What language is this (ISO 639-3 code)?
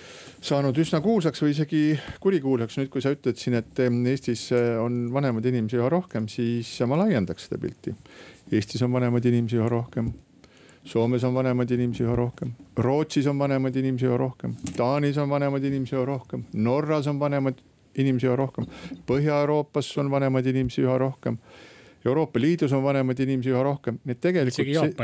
est